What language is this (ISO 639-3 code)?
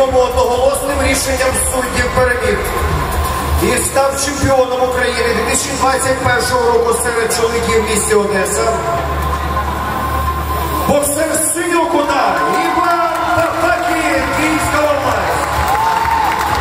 ukr